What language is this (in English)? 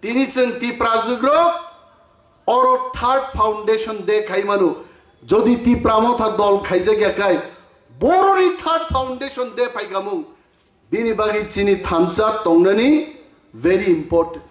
Kok Borok